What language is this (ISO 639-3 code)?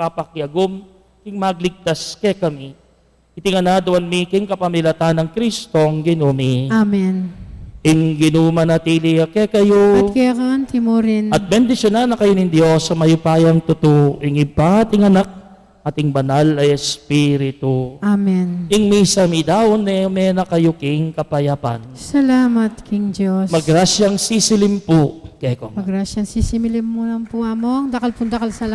pam